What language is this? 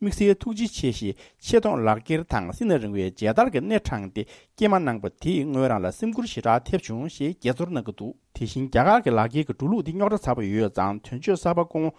Tibetan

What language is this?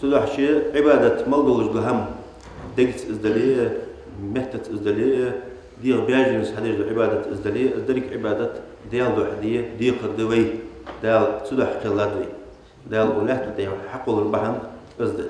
Ingush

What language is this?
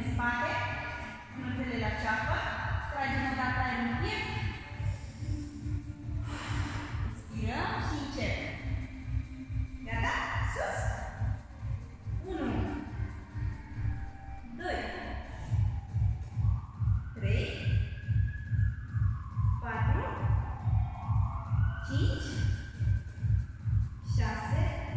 Romanian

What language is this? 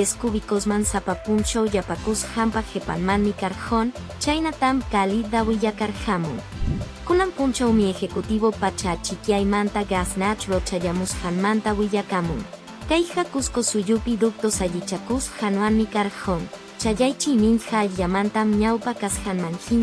Quechua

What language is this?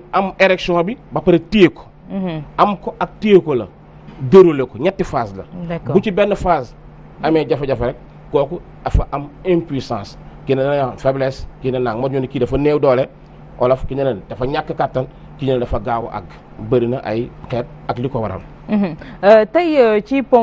Wolof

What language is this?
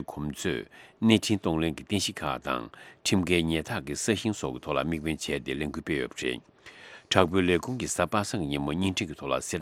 Tibetan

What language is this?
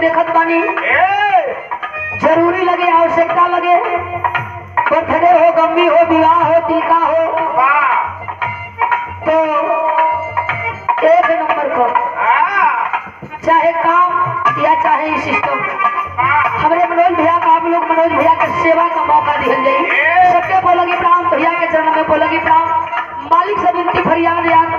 Bhojpuri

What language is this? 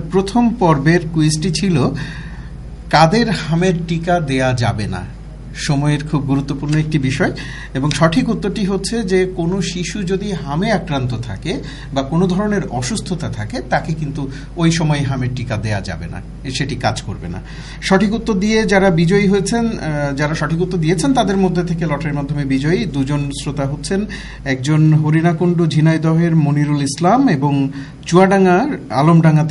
Bangla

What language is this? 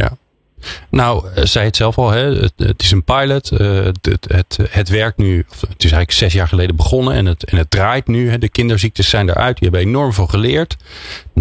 Dutch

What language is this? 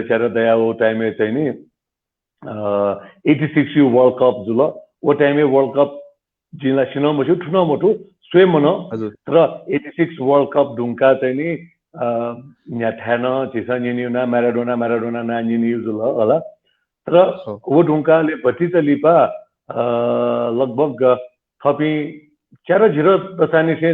Newari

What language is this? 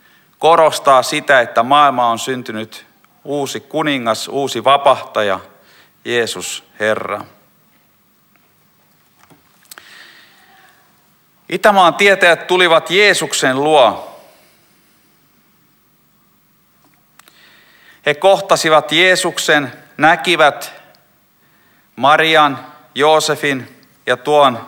Finnish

